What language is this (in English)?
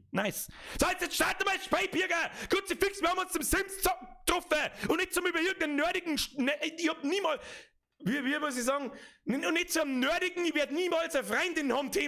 Bavarian